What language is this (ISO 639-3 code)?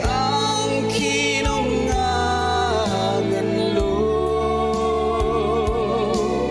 njo